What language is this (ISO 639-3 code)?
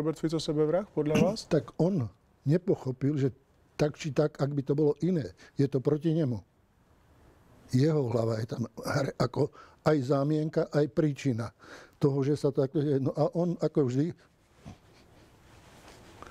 slk